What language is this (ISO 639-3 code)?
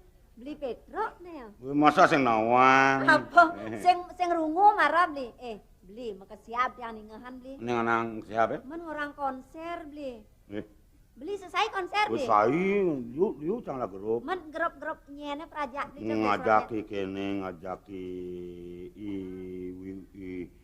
ban